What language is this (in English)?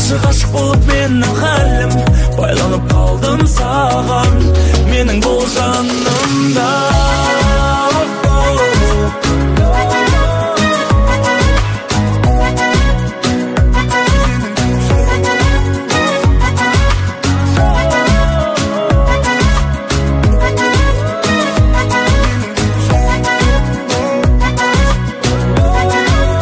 Kazakh